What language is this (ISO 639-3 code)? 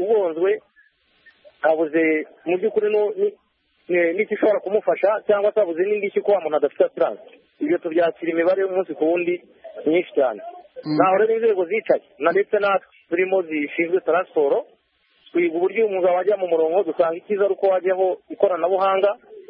kin